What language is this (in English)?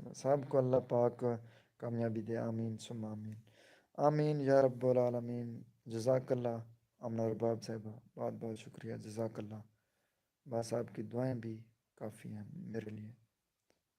Saraiki